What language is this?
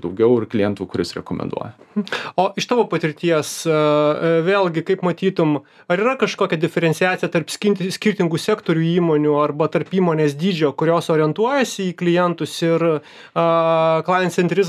Lithuanian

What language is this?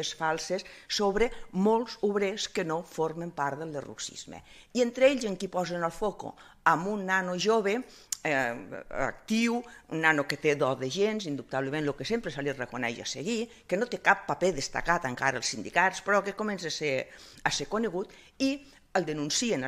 Catalan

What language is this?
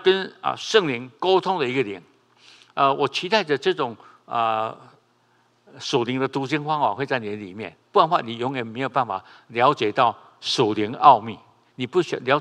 Chinese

